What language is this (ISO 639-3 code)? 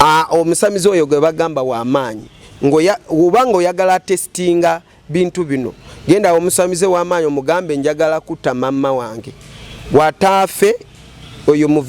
lug